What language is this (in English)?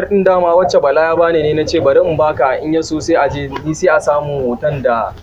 Hausa